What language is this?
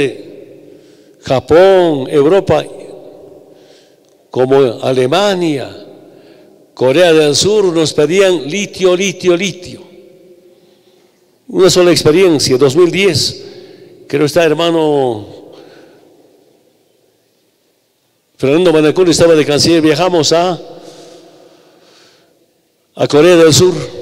Spanish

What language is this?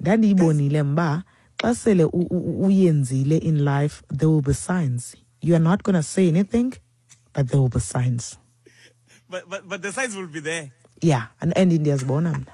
Xhosa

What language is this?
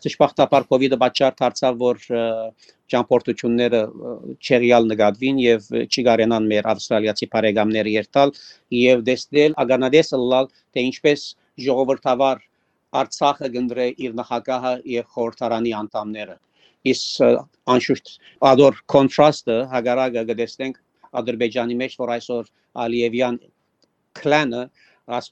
Armenian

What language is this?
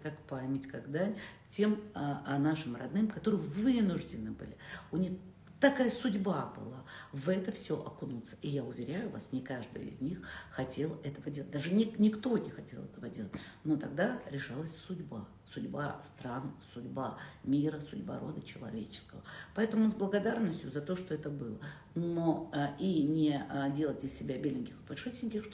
Russian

